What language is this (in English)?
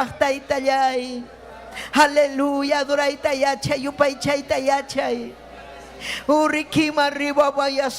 Ayacucho Quechua